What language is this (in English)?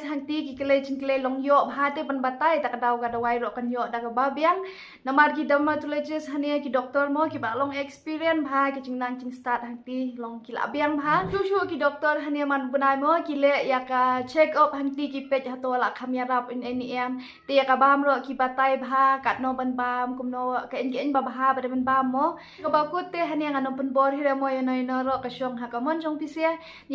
Khasi